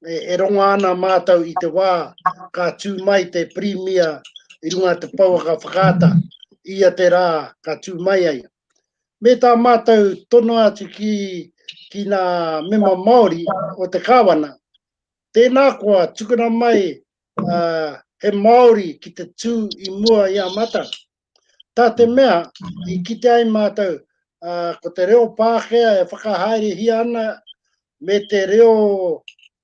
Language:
Māori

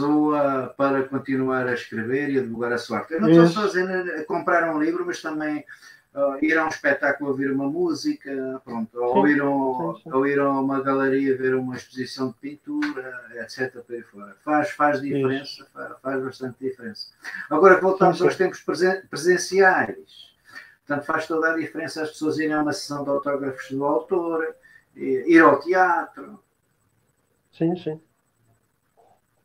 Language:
Portuguese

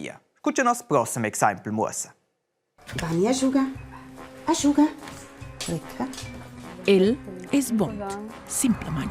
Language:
Romansh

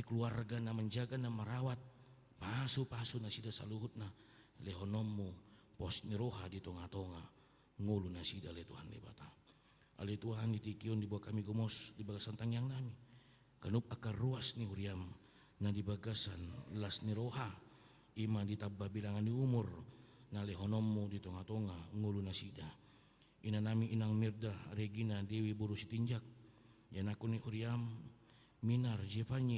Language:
Batak Toba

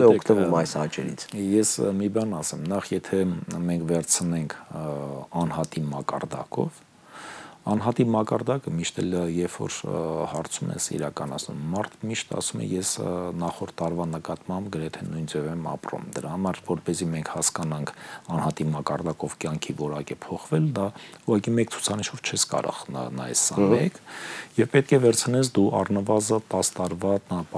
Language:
Armenian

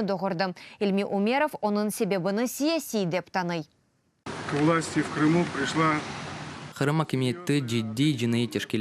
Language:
Crimean Tatar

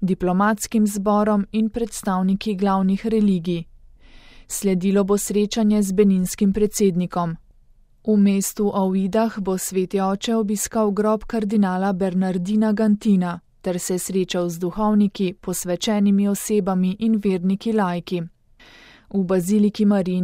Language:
Slovenian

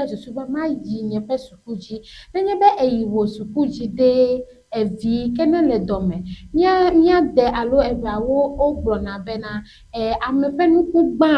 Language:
Ewe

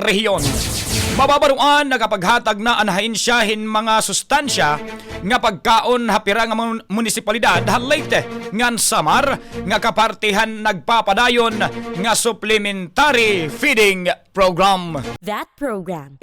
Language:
Waray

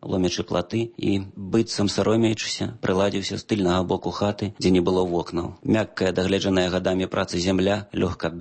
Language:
Belarusian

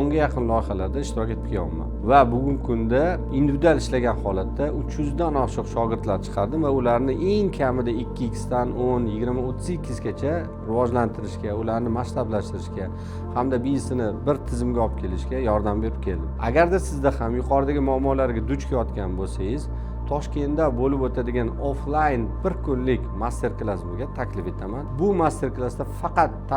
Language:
Uzbek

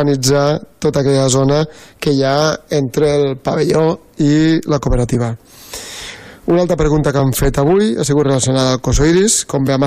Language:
Catalan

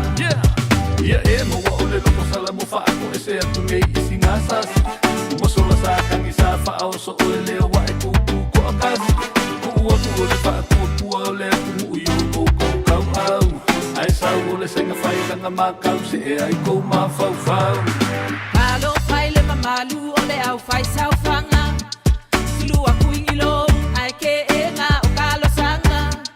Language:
Samoan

